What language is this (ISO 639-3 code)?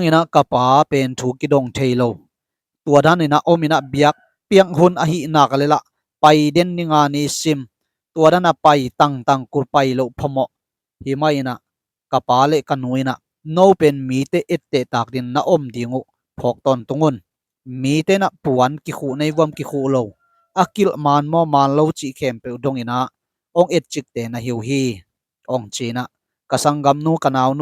ctd